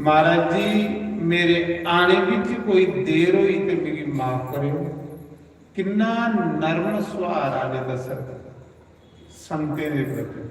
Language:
Dogri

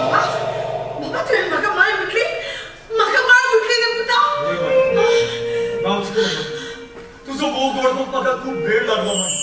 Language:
Konkani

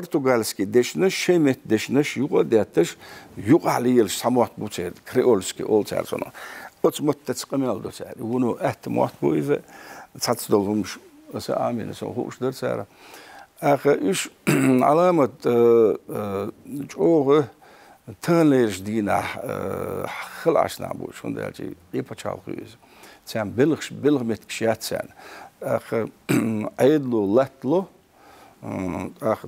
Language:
Chechen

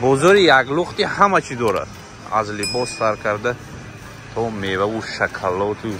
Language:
Tajik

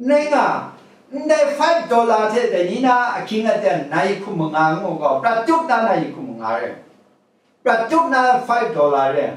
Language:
Kachin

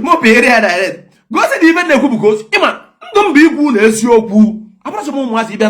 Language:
Igbo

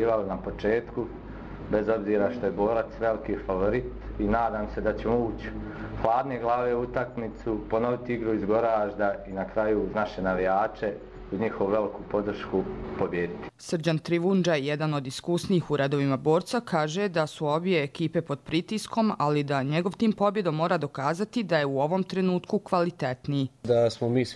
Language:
Croatian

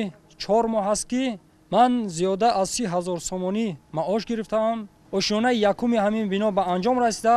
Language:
Tajik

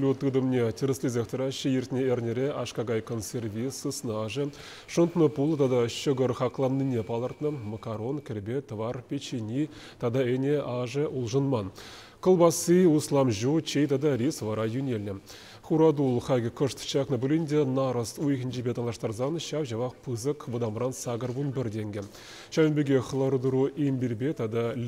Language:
Chuvash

